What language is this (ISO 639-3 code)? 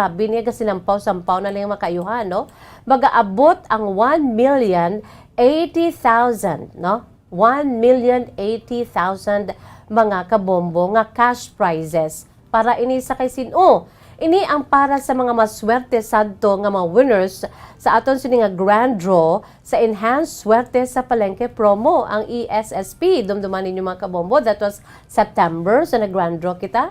hil